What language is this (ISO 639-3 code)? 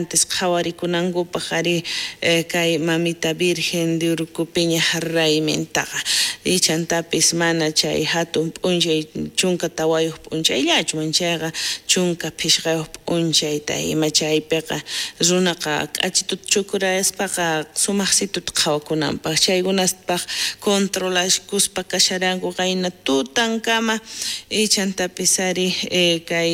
quh